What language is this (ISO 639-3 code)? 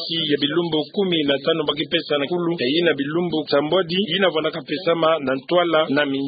ktu